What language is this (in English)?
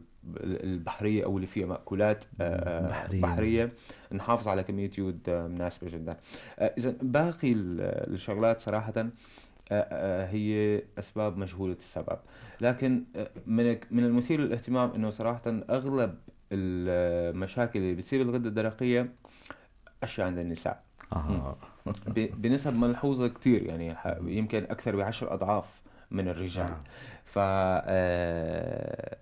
North Levantine Arabic